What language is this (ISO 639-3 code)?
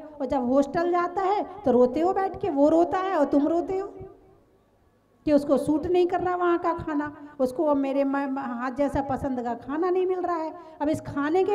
hin